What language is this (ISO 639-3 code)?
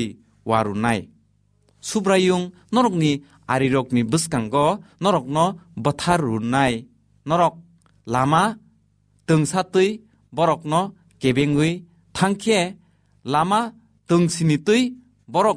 trp